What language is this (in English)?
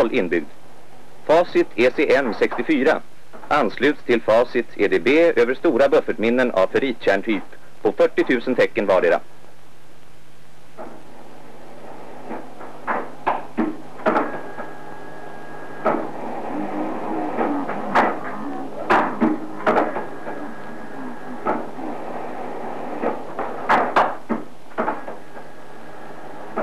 Swedish